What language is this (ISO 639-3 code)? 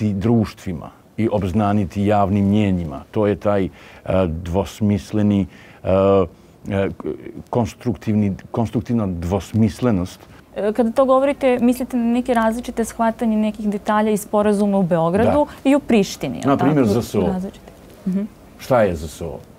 srp